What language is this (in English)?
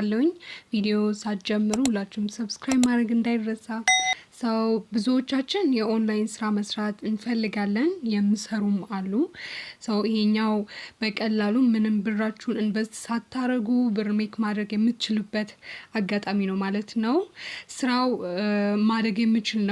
Amharic